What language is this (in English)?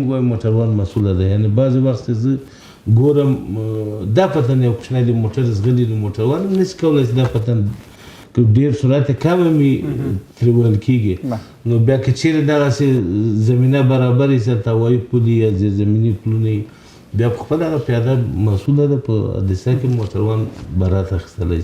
Pashto